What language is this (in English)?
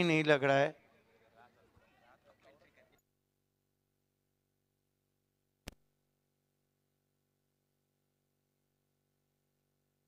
Marathi